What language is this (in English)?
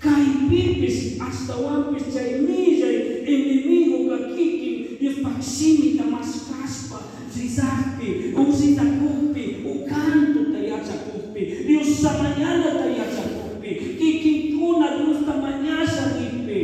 Chimborazo Highland Quichua